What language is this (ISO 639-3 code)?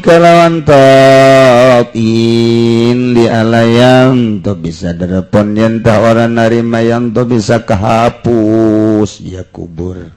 sun